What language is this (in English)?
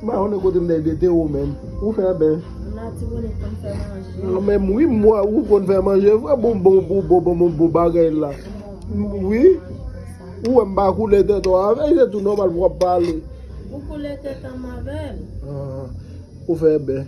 Haitian Creole